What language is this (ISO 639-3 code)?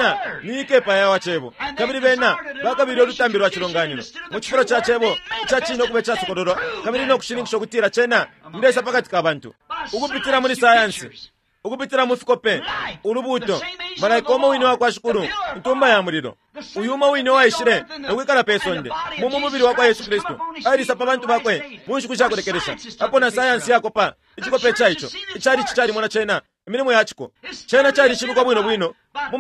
bem